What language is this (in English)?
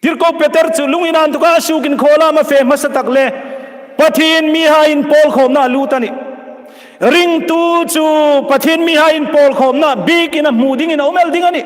Hmar